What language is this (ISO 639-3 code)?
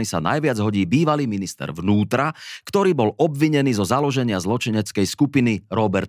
slk